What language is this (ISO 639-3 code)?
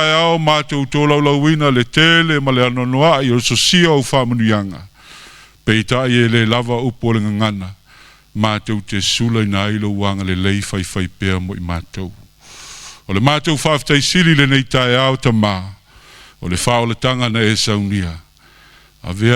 smo